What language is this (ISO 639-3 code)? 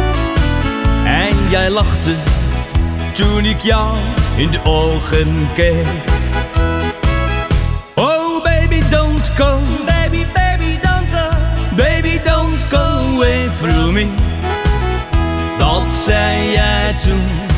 nld